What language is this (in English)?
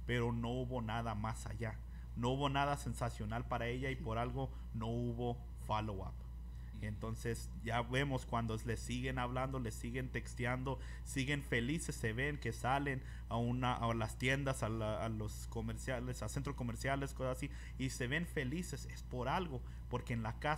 Spanish